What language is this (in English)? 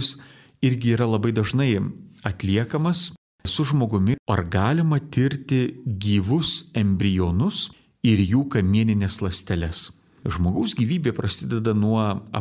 Lithuanian